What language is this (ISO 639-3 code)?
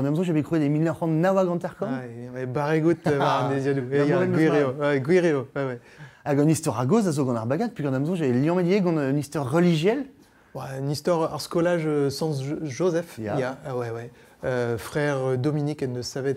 bre